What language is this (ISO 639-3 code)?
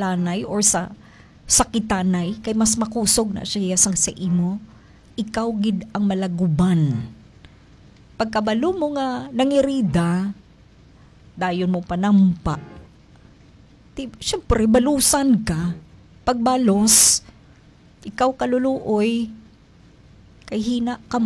hil